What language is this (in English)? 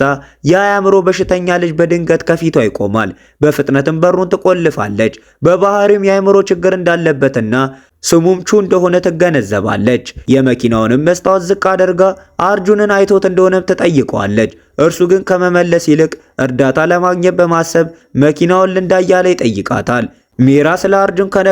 Amharic